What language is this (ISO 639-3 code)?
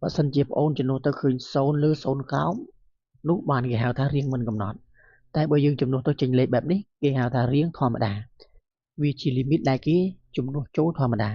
khm